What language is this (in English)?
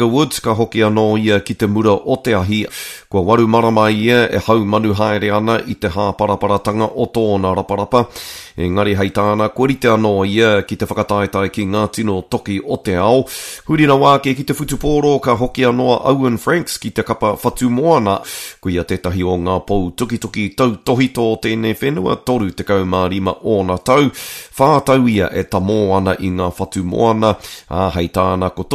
Māori